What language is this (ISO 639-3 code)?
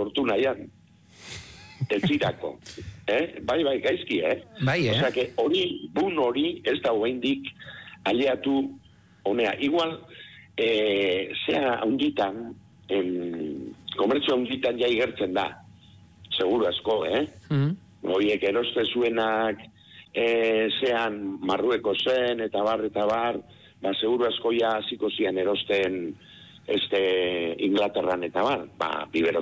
eus